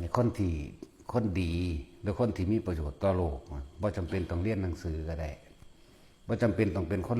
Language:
Northeastern Thai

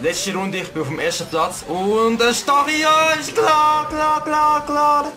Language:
Swiss German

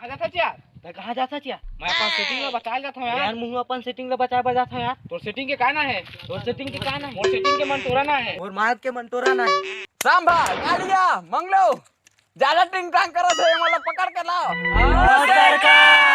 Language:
Chhattisgarhi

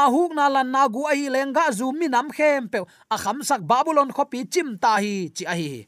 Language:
Tedim Chin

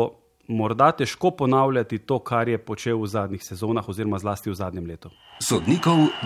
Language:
Slovenian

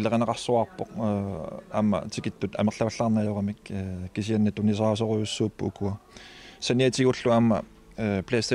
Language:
Kalaallisut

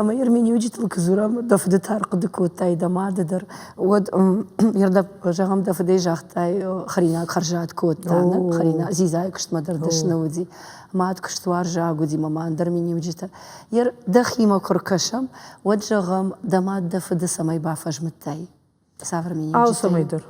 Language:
Ossetic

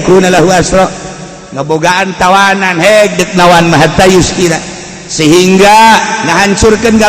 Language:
Sundanese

